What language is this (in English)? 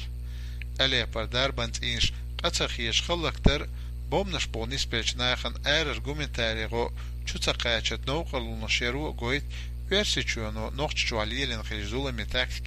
Chechen